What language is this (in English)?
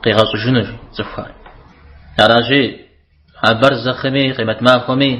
Kabardian